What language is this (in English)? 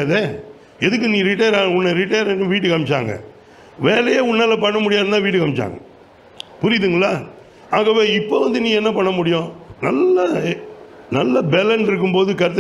Tamil